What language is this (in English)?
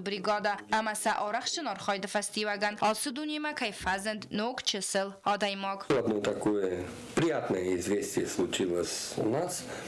Ossetic